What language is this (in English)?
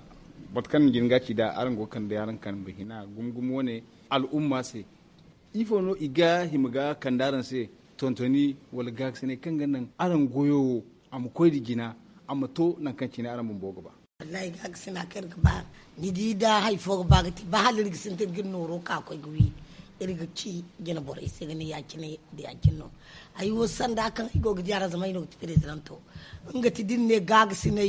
Zarma